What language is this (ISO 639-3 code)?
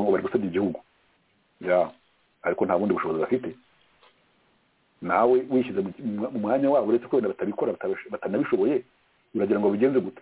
kin